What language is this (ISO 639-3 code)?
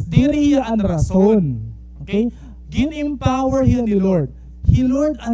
war